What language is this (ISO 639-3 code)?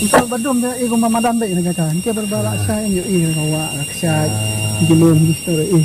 kha